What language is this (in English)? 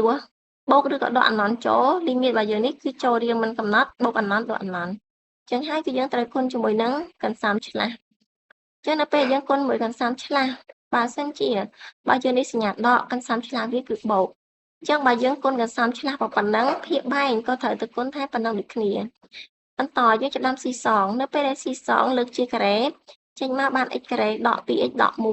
Khmer